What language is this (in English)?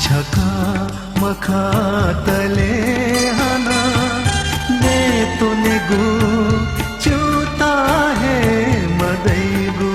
Newari